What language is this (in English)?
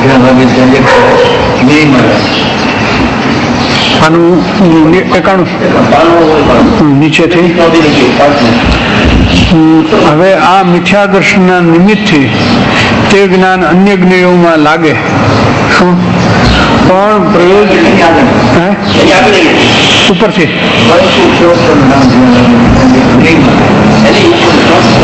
Gujarati